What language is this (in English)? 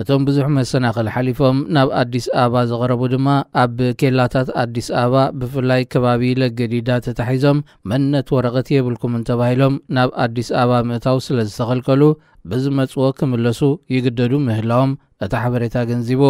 Tigrinya